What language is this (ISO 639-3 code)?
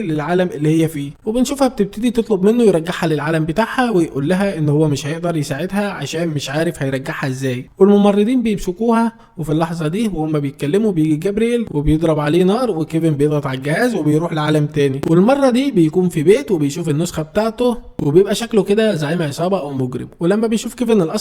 arz